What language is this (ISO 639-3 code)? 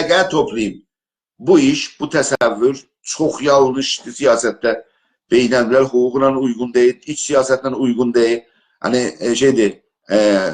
azb